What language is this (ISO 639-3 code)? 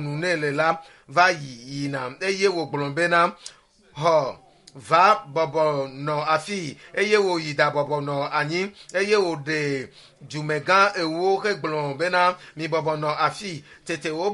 ewe